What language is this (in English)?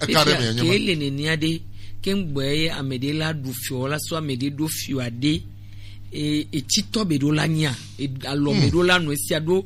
Gen